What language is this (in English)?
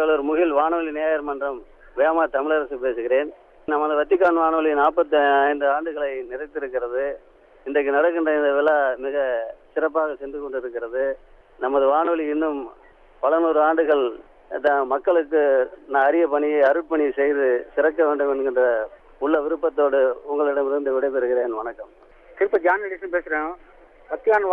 Tamil